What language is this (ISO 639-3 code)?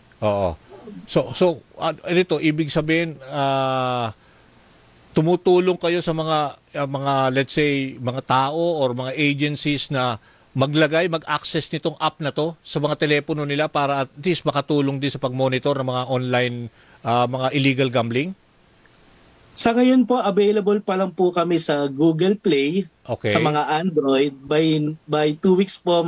fil